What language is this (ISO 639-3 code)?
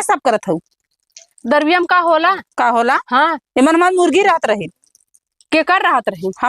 awa